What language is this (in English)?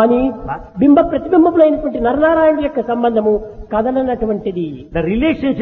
Telugu